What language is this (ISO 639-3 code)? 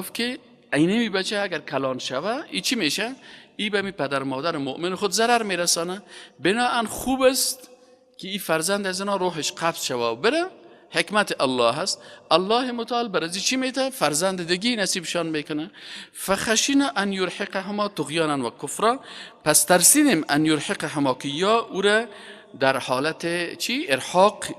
fas